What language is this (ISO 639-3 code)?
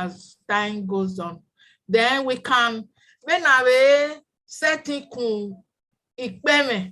bin